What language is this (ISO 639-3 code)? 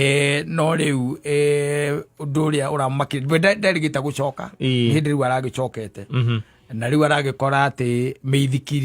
kik